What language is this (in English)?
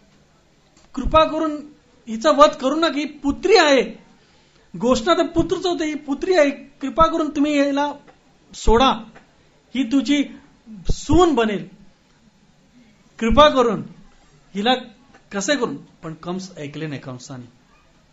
Marathi